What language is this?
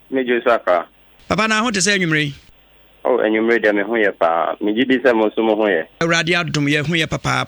Akan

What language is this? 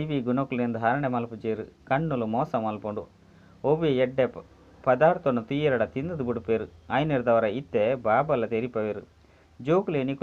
Tulu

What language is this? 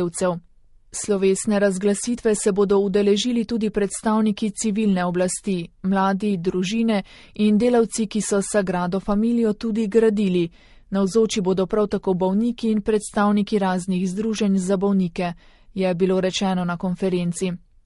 Slovenian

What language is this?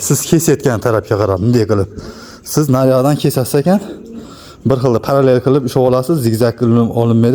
Uzbek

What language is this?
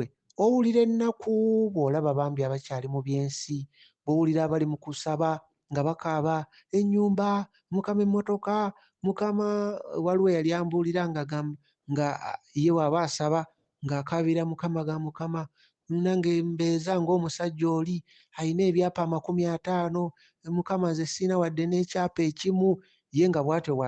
Ganda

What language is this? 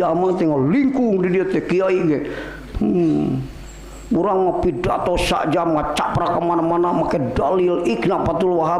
Sundanese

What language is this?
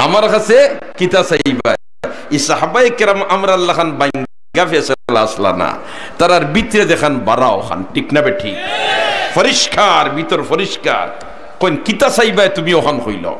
Sylheti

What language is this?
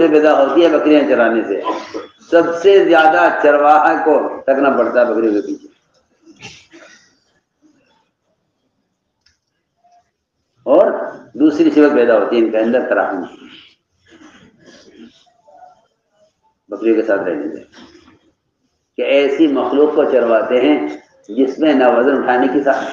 Urdu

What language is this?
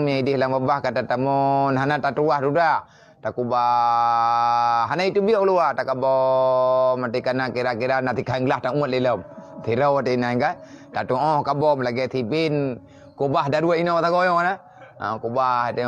Achinese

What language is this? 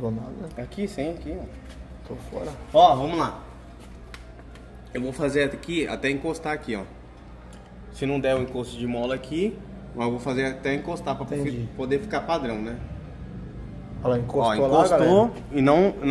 Portuguese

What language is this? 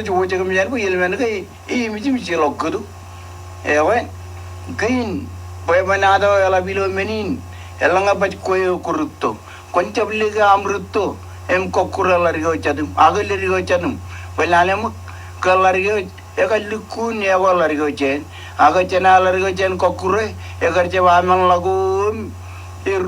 Marshallese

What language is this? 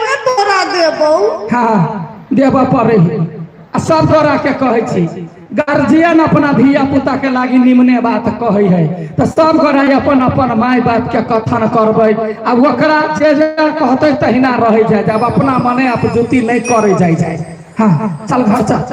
Maithili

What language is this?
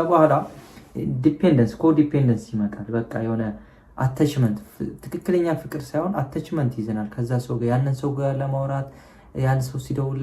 Amharic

